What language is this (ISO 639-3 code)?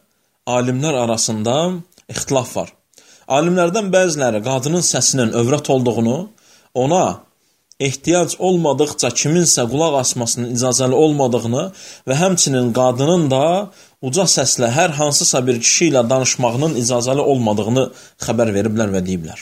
aze